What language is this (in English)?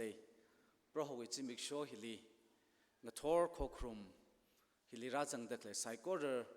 Tangkhul Naga (India)